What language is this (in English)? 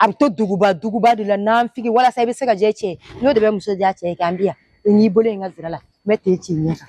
Bambara